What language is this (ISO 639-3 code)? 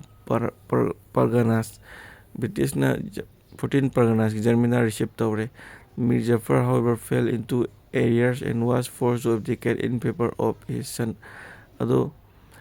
mni